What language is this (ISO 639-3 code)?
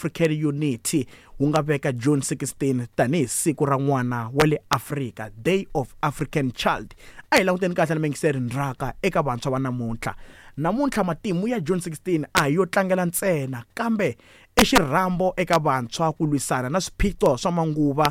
tso